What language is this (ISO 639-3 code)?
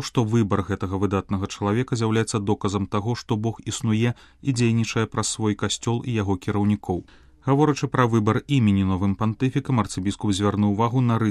bel